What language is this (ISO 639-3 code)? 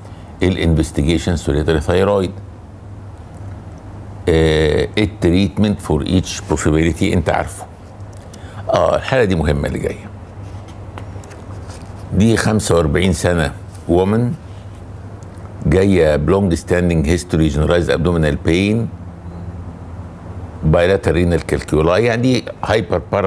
arz